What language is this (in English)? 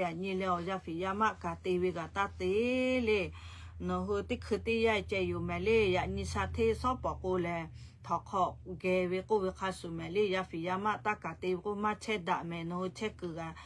Lahu